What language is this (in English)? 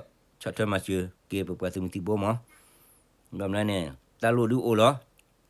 S'gaw Karen